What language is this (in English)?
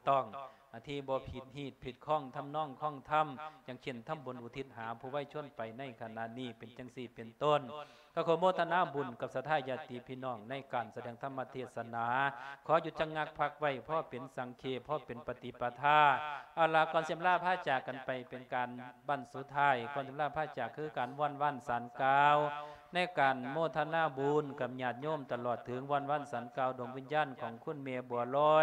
Lao